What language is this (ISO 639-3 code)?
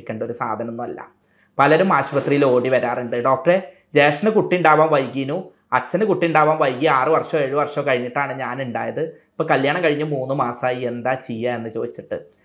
mal